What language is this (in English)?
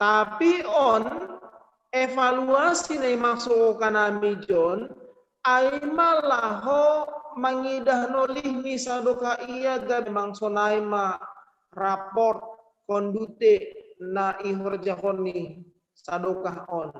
Batak Simalungun